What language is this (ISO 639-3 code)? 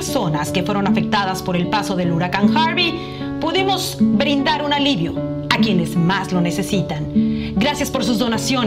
spa